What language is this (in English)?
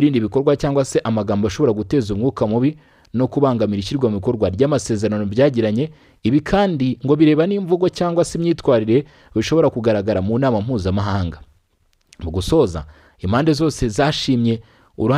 Kinyarwanda